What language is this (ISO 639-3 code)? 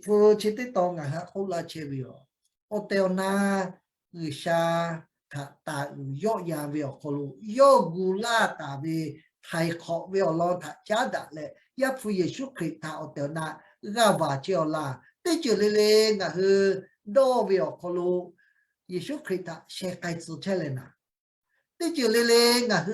lhu